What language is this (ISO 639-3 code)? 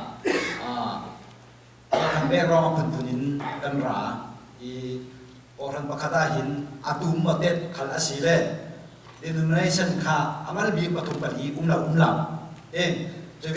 cfm